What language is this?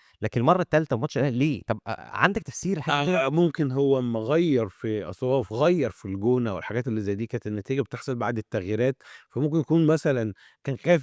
Egyptian Arabic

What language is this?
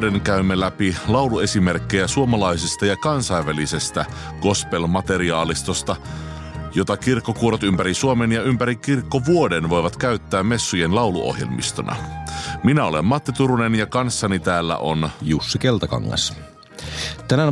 Finnish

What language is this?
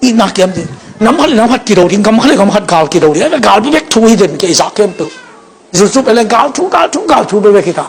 Tedim Chin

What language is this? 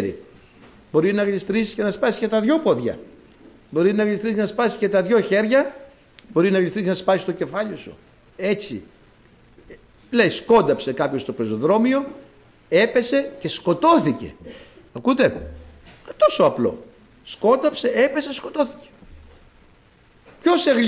Greek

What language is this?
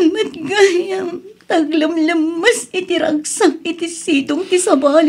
Iloko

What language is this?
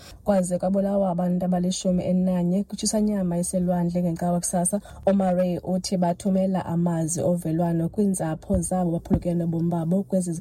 Xhosa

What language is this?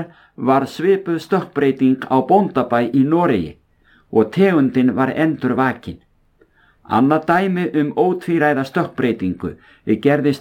Icelandic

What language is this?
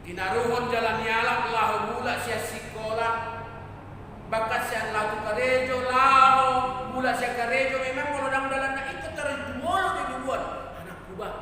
Batak Toba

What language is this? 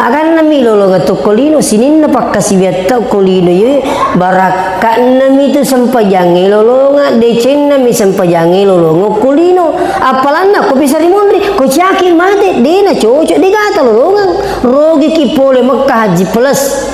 Buginese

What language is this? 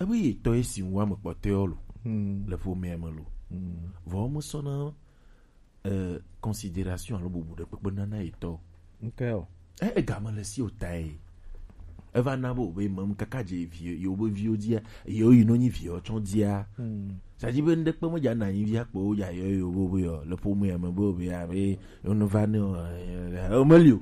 Gen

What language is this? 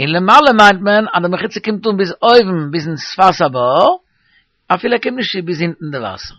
Yiddish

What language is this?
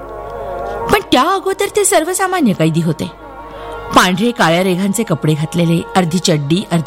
Marathi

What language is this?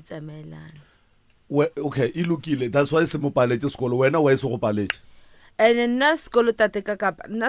Northern Sotho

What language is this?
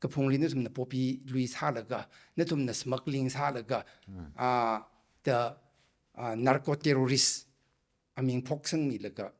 Tangkhul Naga (India)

